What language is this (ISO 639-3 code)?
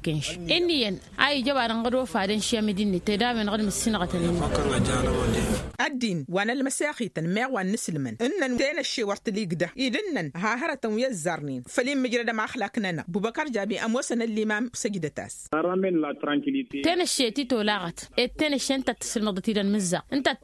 taq